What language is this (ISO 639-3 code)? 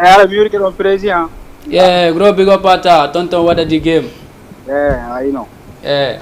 ful